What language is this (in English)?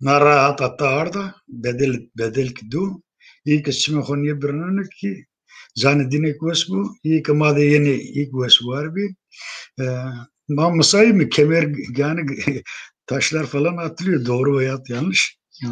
Zaza